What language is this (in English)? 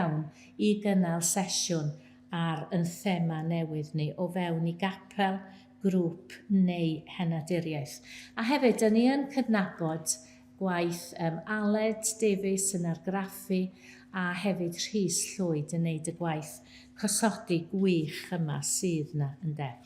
Welsh